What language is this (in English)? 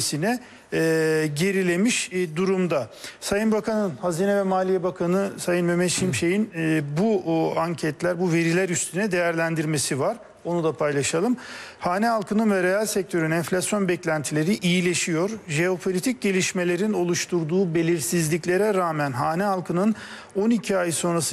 Turkish